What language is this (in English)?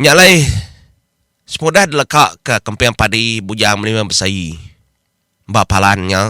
Iban